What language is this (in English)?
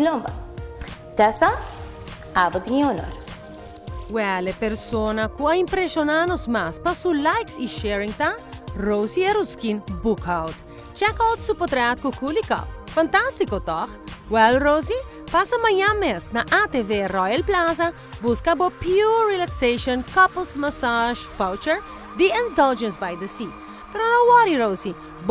Papiamento